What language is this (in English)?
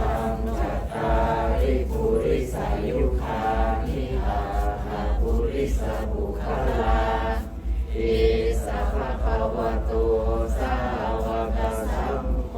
Pali